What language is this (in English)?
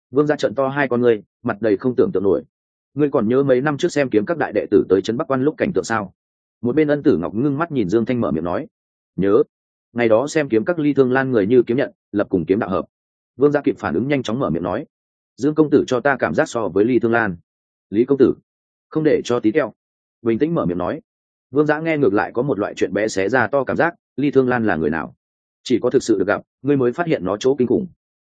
Vietnamese